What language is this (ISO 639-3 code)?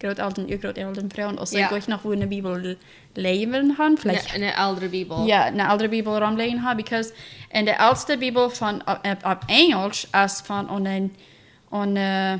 pdt